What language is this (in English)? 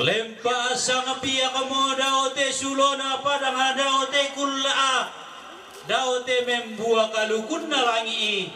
Toraja-Sa'dan